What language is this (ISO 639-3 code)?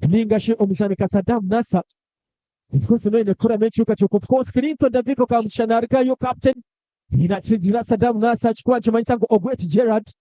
nyn